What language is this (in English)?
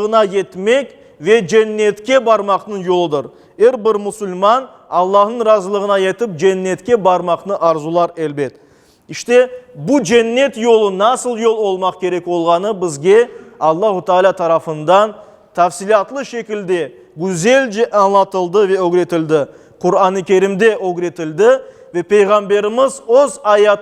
Crimean Tatar